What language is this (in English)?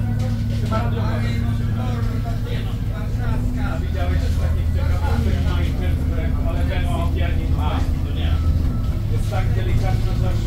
Polish